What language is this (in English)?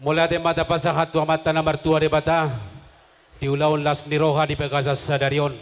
Batak Toba